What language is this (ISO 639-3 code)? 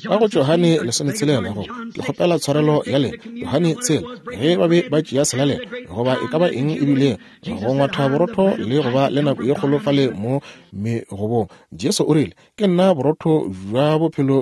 nso